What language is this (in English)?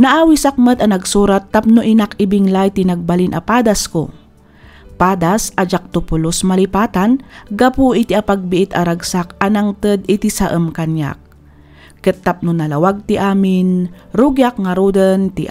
Iloko